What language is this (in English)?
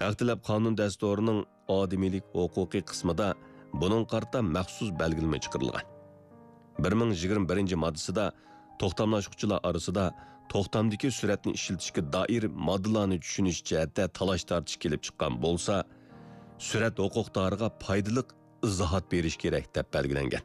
Uyghur